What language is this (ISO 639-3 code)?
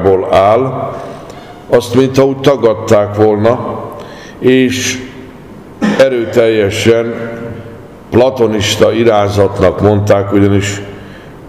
hun